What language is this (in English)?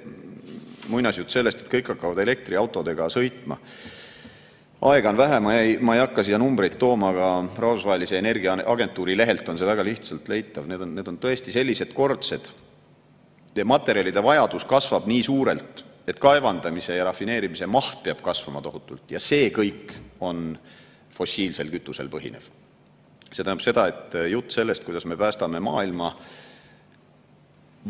Estonian